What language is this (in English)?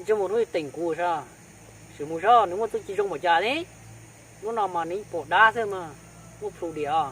Hmong